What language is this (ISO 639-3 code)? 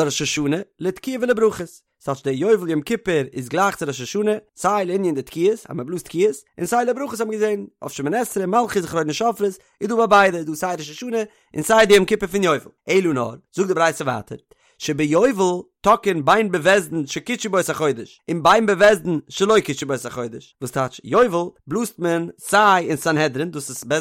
yid